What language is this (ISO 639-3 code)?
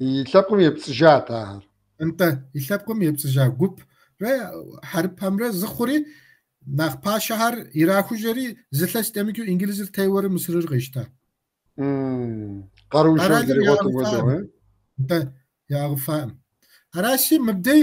kbd